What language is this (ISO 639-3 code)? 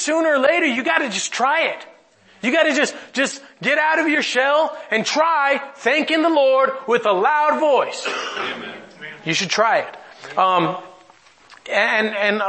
eng